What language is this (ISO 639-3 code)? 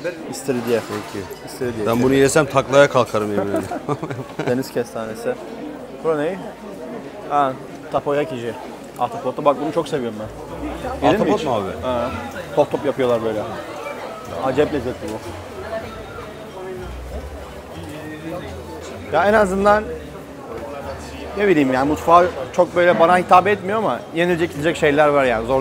tur